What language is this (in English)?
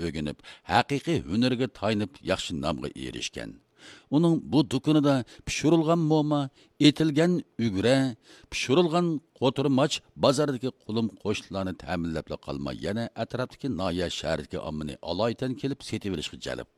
Uyghur